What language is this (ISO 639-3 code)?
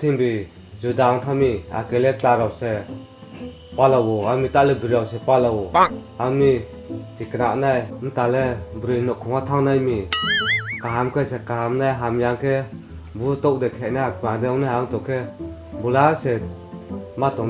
ria